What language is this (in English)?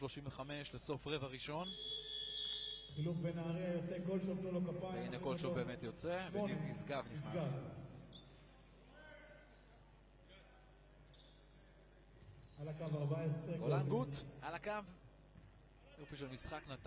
Hebrew